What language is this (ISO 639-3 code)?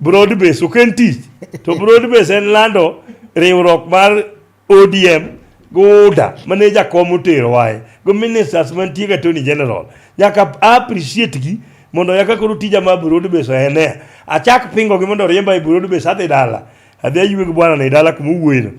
luo